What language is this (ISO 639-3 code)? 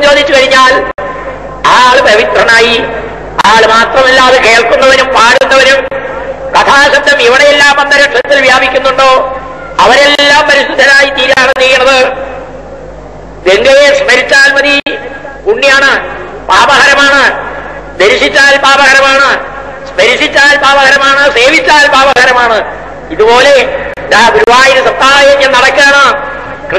mal